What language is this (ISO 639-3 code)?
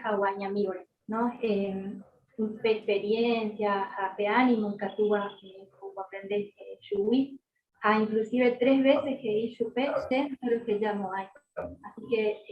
grn